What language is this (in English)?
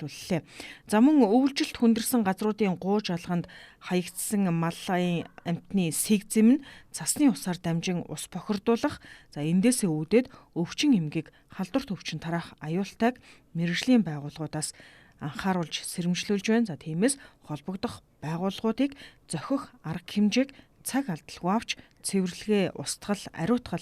Mongolian